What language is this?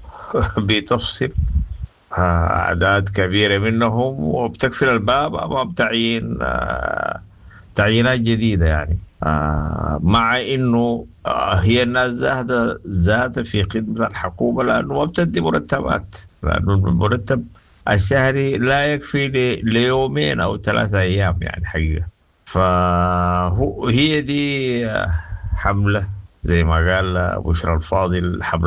Sudanese Arabic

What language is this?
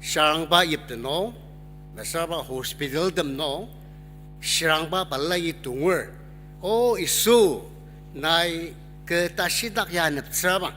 Ao Naga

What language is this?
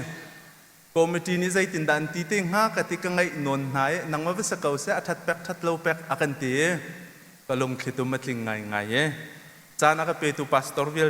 Hakha Chin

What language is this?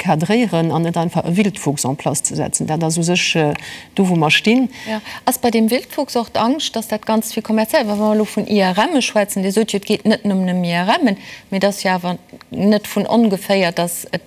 Luxembourgish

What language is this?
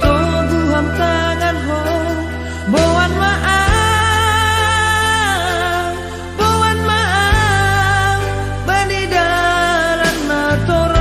Batak Simalungun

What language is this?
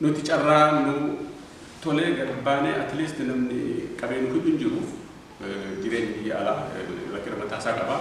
Oromo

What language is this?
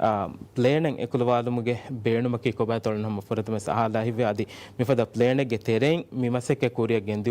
Divehi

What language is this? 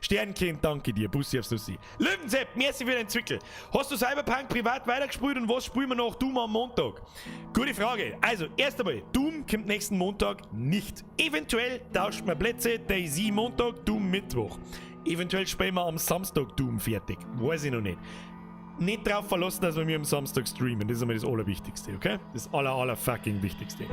Bavarian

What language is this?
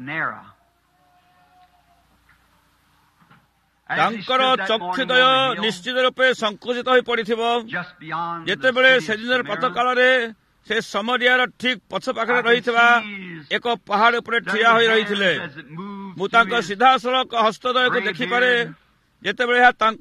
Odia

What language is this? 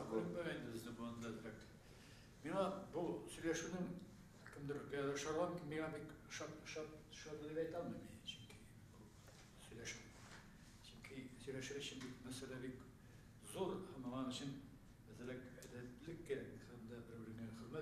Tatar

